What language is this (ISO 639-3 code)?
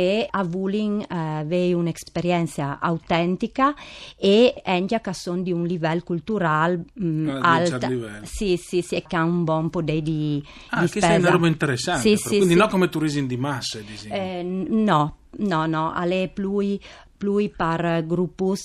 fur